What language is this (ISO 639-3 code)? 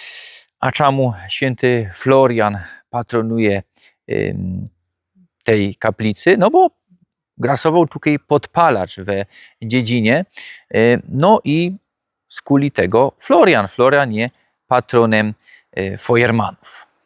szl